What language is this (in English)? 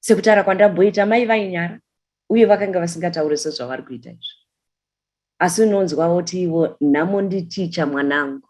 Shona